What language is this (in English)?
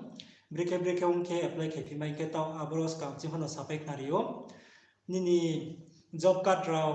Riang (India)